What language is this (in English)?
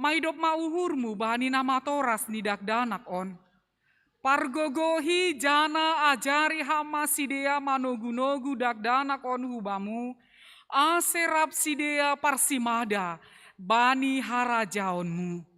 Batak Simalungun